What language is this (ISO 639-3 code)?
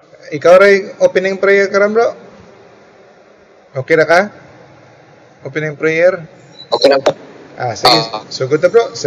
fil